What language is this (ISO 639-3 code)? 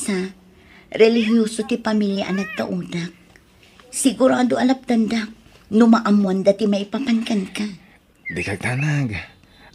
ilo